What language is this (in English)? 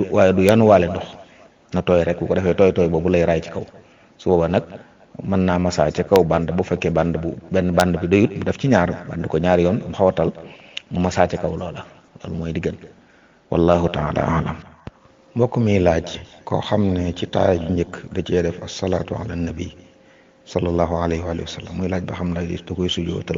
Wolof